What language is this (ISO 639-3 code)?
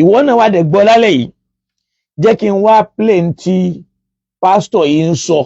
yor